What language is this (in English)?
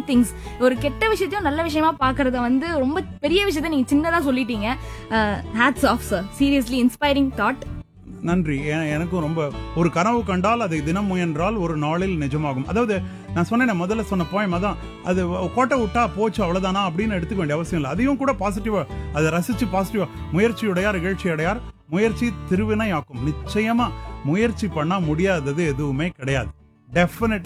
Tamil